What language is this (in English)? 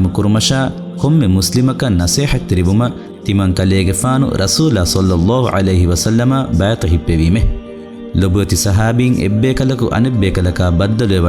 Divehi